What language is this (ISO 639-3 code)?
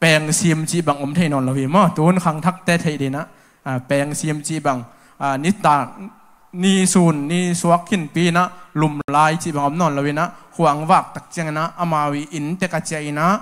ctd